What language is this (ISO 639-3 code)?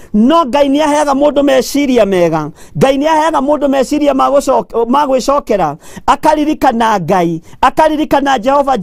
kik